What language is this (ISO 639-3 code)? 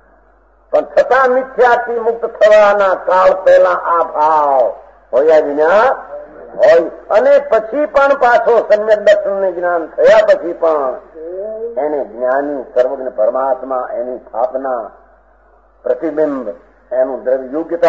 guj